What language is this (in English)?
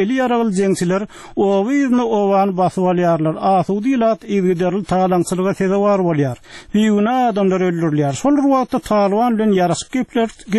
Turkmen